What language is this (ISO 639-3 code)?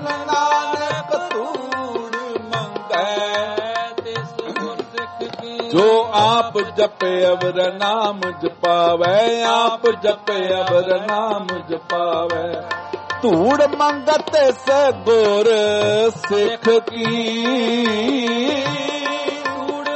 pan